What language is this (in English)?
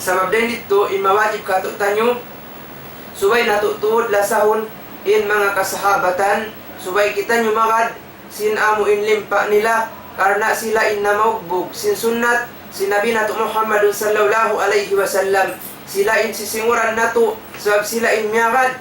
Tausug